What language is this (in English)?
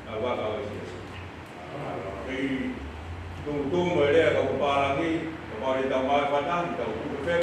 Tongan